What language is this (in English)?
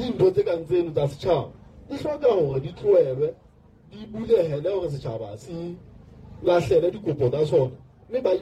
Southern Sotho